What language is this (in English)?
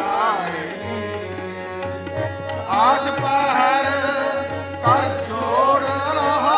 Punjabi